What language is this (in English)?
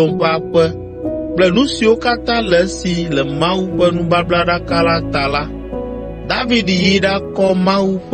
Ewe